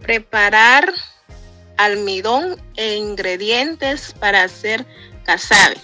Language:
Garifuna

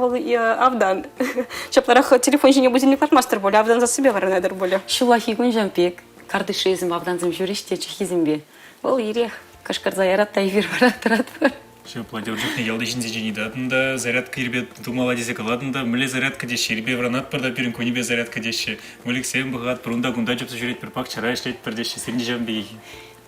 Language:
Chuvash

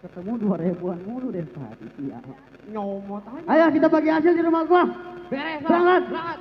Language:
Betawi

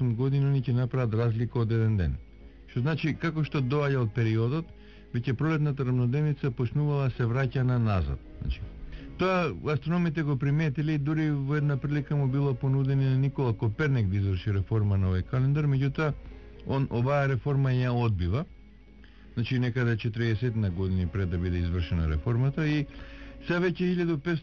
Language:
Macedonian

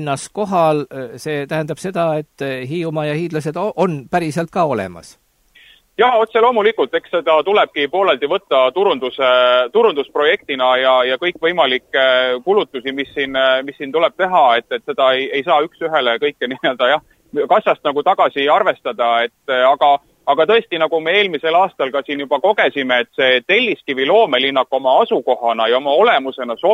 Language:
Estonian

